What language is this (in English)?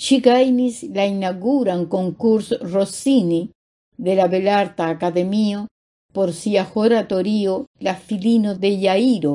Esperanto